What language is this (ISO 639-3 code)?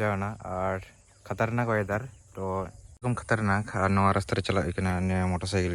sat